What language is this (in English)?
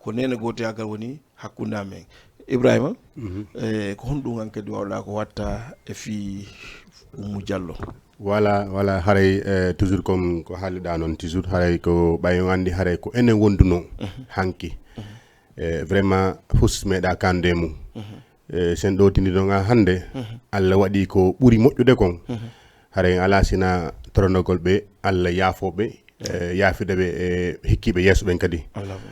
Fula